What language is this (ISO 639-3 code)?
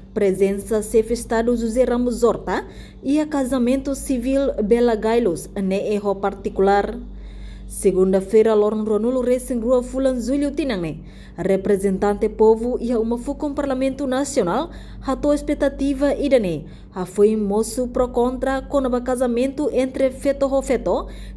tet